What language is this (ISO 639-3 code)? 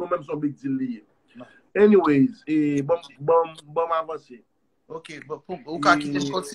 hat